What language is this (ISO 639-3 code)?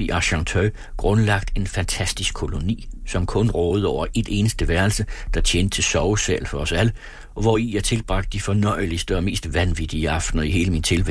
dan